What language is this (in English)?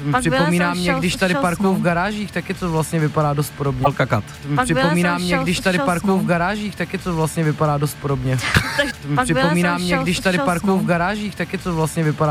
Czech